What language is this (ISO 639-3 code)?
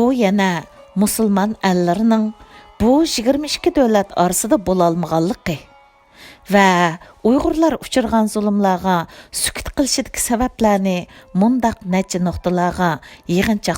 uig